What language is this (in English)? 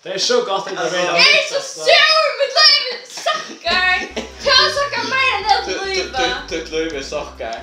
Faroese